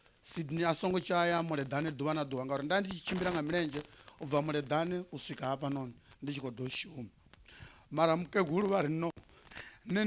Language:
Venda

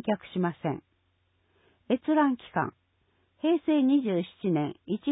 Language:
Japanese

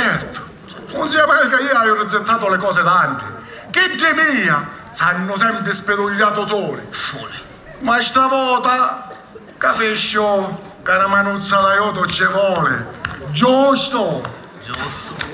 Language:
Sicilian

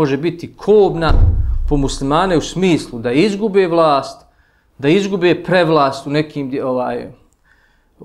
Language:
Bosnian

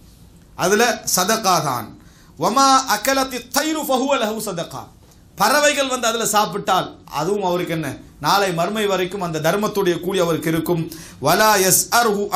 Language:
Tamil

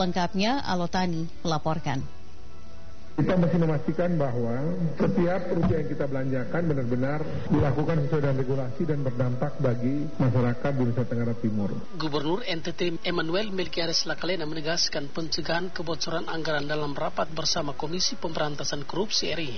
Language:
Indonesian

